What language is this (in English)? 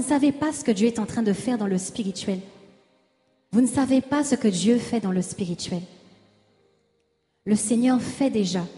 French